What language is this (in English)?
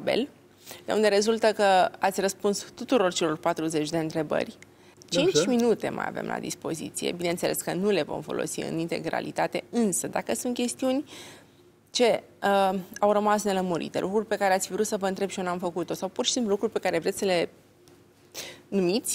Romanian